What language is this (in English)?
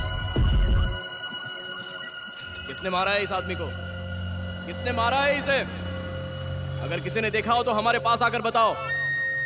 Hindi